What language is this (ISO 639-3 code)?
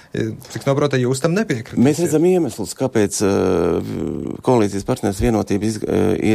lav